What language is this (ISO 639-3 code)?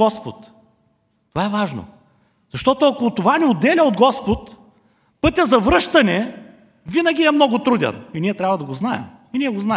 bul